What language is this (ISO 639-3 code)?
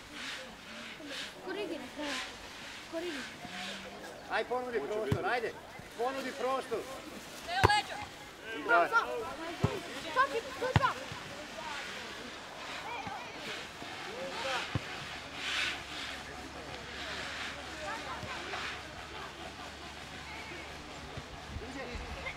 hrv